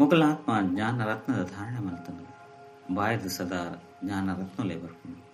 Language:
Tulu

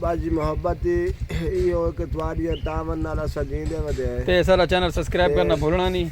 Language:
Saraiki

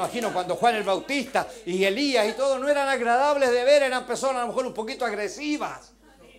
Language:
Spanish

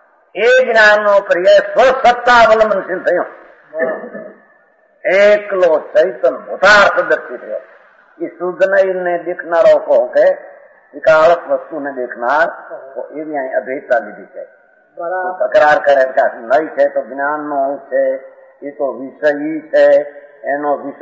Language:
Gujarati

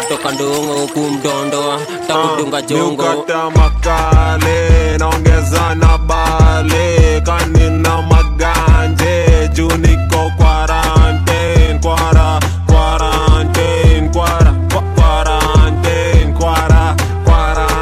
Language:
Swahili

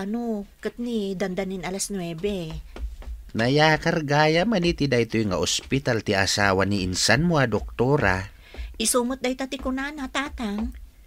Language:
Iloko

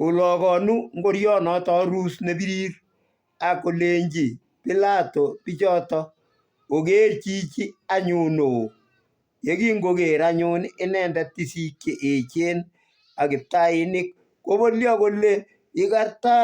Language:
Kalenjin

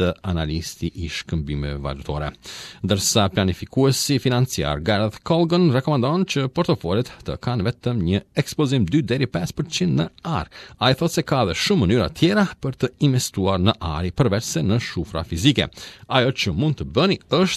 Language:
Albanian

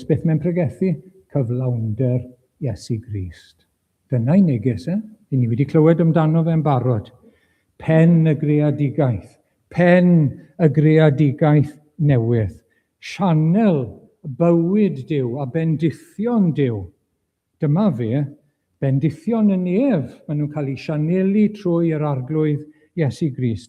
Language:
Welsh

